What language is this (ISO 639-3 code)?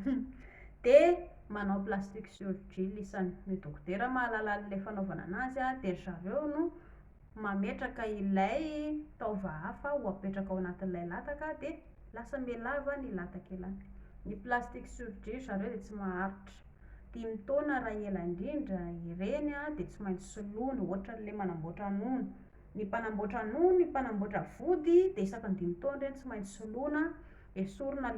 mlg